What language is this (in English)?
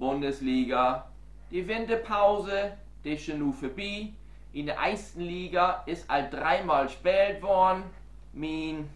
Low German